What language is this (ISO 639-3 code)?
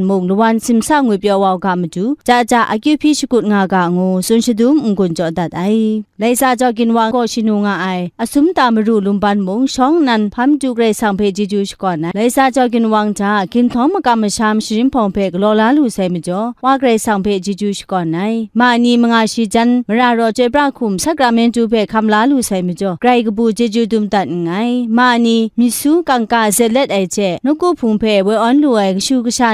kac